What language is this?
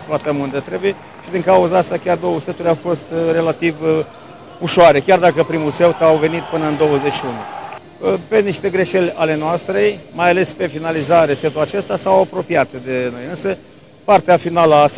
Romanian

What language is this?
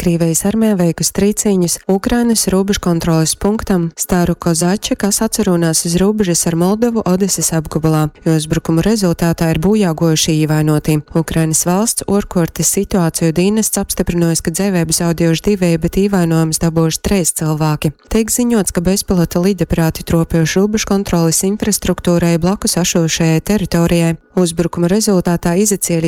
Latgalian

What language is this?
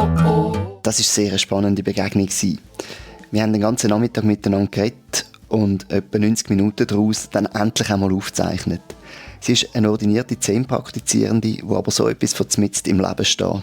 Swiss German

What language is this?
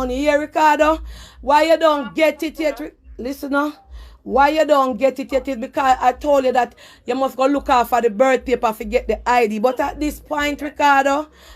Jamaican Creole English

